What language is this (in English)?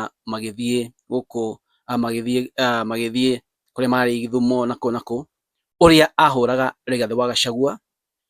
Kikuyu